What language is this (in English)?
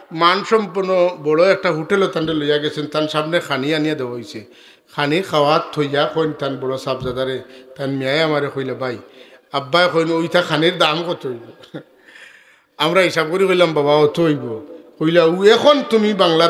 Sylheti